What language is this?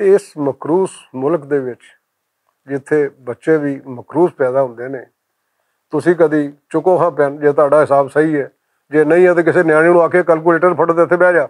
Western Panjabi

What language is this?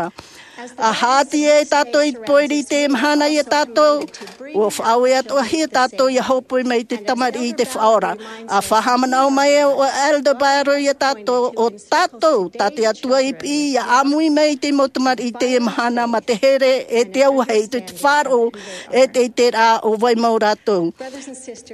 Tahitian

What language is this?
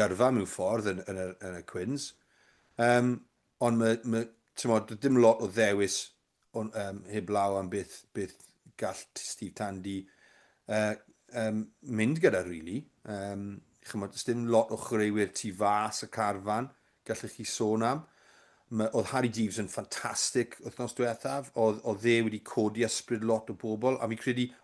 Welsh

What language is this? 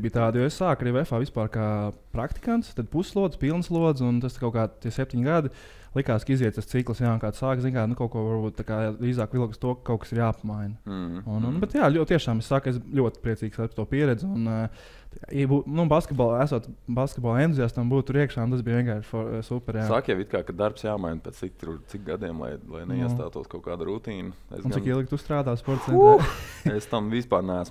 Latvian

